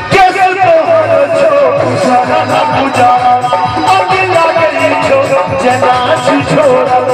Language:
Maithili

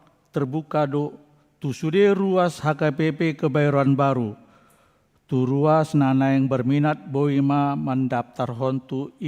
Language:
Batak Toba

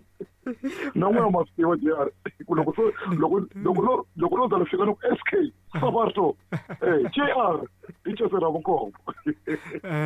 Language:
Tsonga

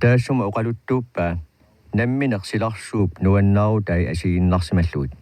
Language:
Kalaallisut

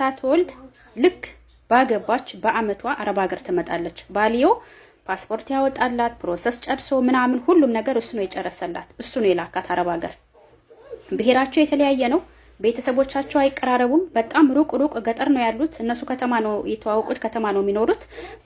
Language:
Amharic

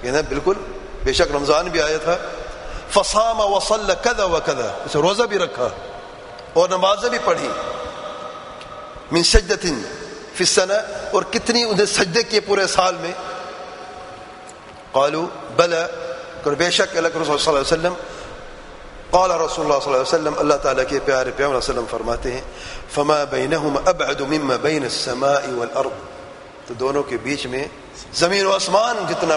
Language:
Urdu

